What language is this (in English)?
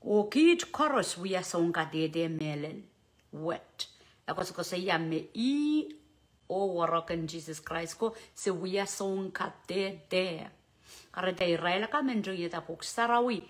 Pohnpeian